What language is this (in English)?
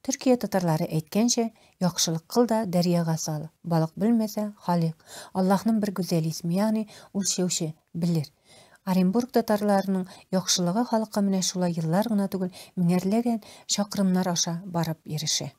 Tatar